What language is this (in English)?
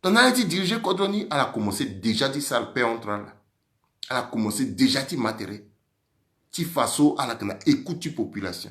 Sango